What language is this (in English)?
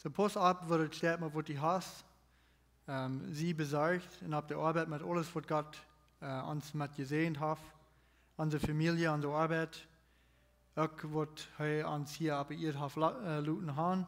Plautdietsch